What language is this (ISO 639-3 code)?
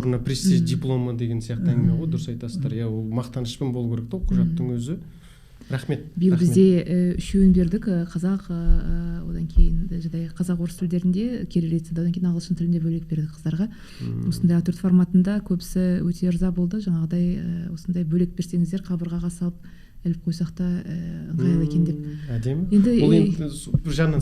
kaz